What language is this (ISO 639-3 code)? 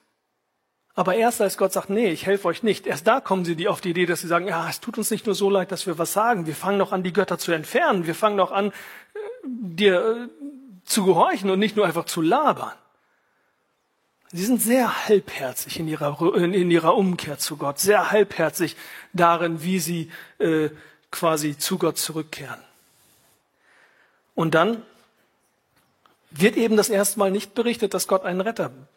deu